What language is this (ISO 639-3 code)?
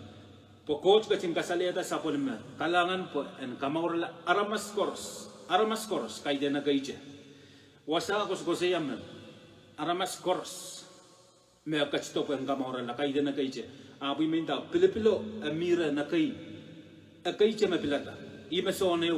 pon